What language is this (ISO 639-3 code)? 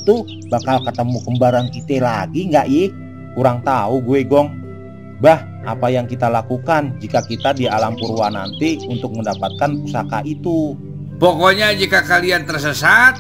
bew